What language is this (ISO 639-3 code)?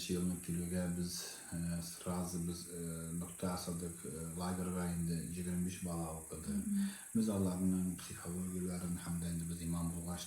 tat